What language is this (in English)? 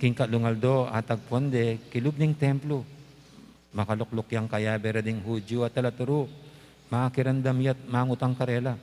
Pampanga